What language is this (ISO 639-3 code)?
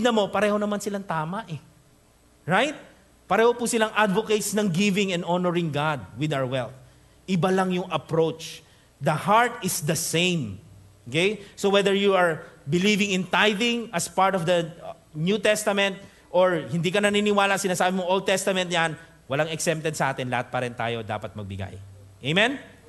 fil